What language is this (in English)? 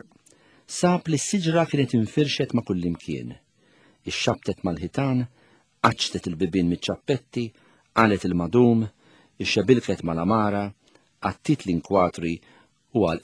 Maltese